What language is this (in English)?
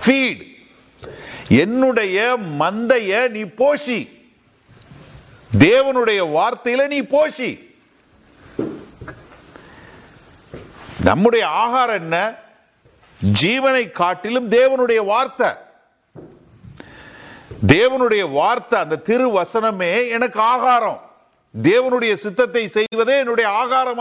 Tamil